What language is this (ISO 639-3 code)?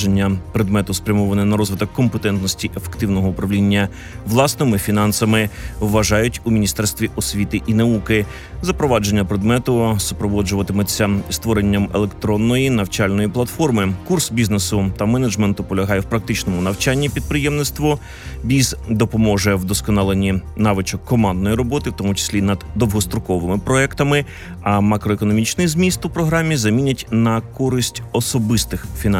ukr